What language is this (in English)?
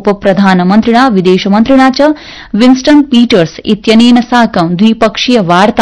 Sanskrit